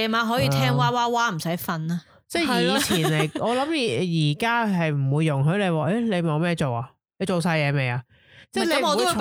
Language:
Cantonese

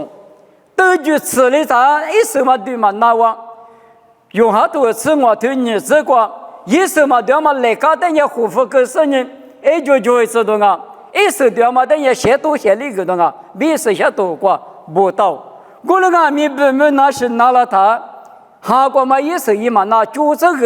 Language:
Lisu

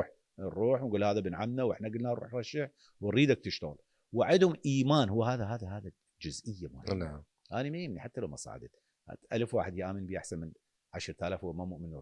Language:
Mesopotamian Arabic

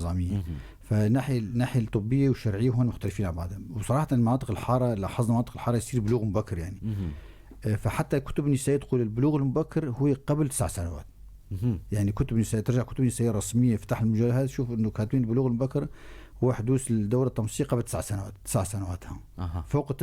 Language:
North Levantine Arabic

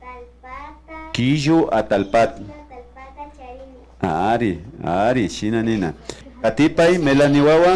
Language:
Imbabura Highland Quichua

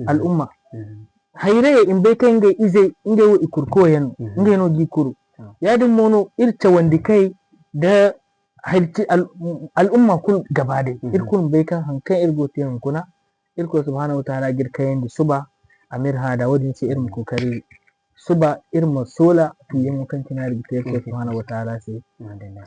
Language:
Zarma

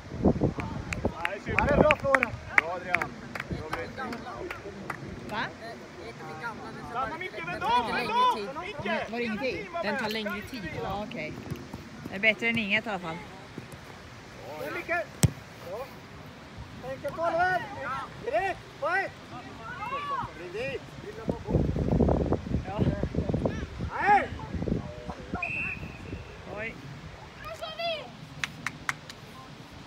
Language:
Swedish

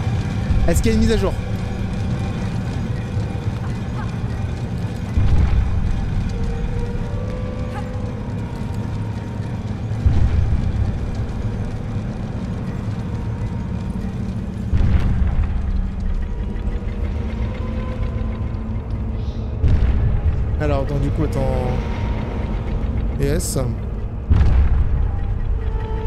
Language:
French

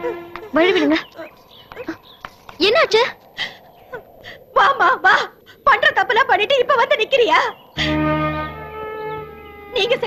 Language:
Tamil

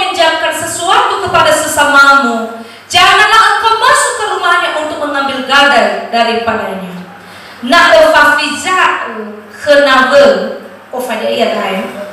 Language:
Nias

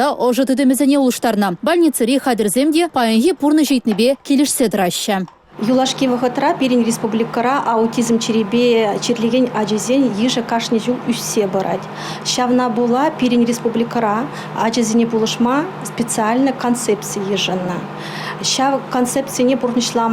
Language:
Chuvash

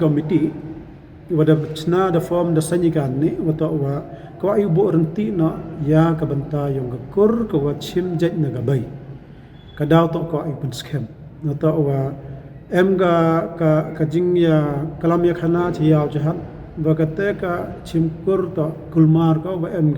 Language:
Pnar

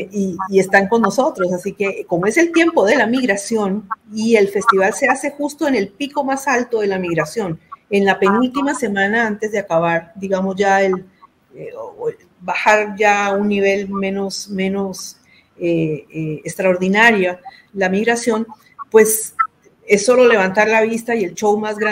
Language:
Spanish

